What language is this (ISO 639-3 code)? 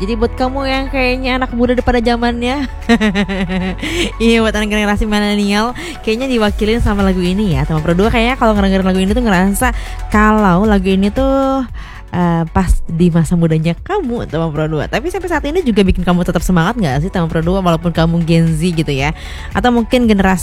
ind